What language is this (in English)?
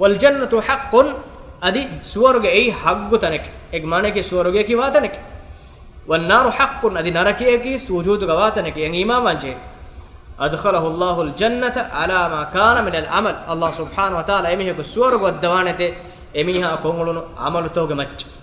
Divehi